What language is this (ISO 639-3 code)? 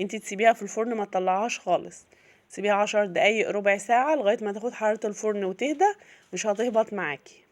arz